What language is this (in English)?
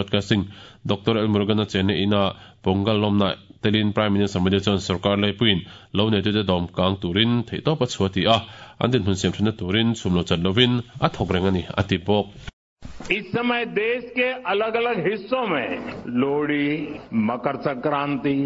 Mizo